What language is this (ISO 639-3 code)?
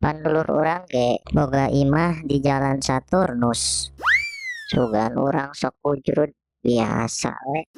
sun